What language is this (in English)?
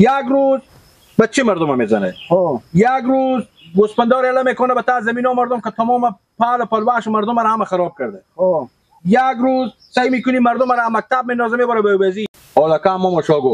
Persian